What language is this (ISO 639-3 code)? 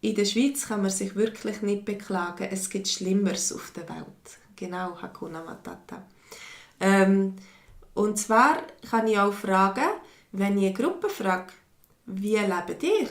gsw